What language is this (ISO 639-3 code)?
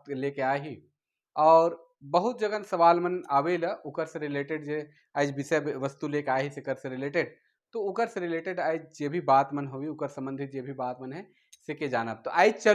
sck